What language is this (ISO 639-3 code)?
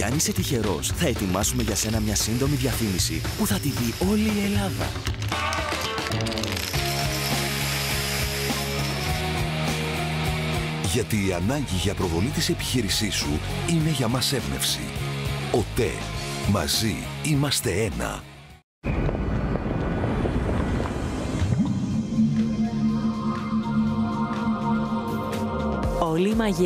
ell